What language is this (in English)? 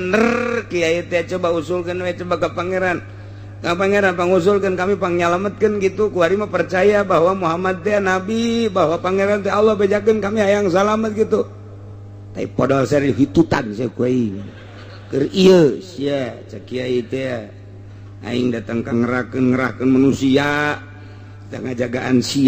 Sundanese